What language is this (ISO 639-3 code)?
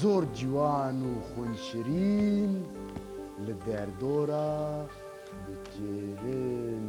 kur